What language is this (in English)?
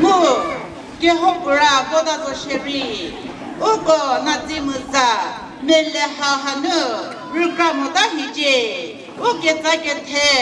Chokri Naga